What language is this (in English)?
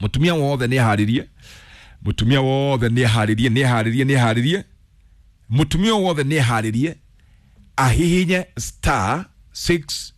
Kikuyu